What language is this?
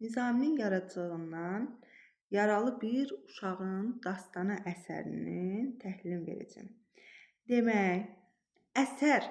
Azerbaijani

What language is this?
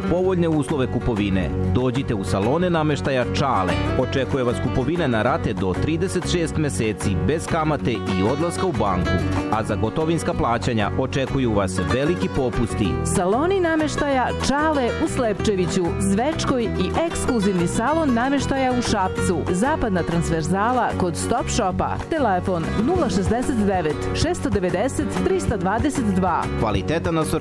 Serbian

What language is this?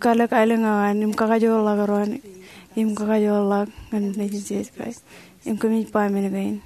Marshallese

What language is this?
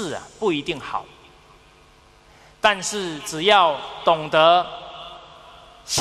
Chinese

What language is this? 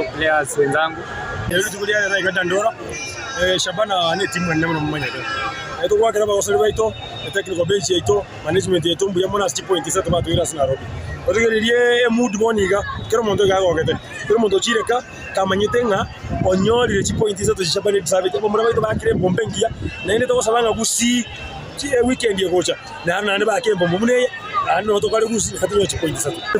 Gusii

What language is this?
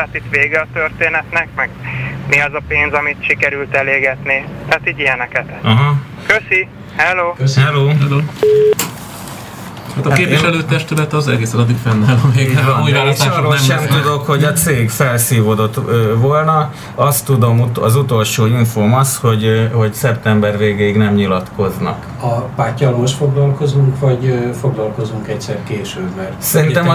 Hungarian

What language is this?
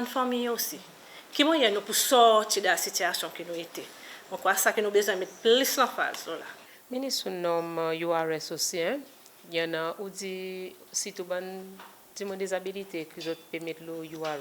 Seselwa Creole French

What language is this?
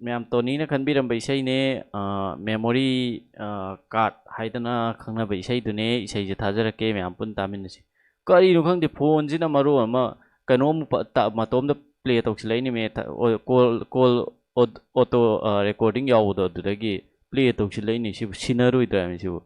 Manipuri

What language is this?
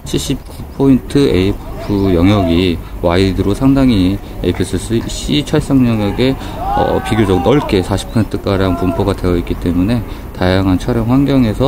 Korean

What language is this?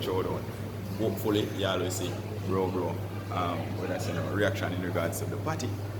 Jamaican Creole English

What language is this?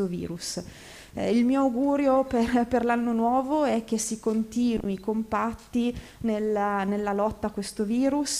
Italian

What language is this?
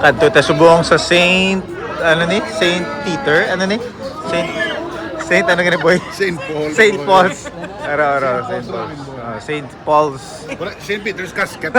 Hiligaynon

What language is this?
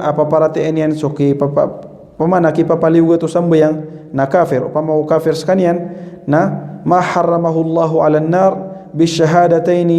Maranao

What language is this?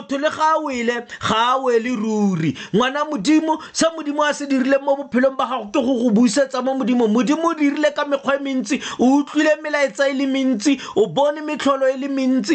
Tswana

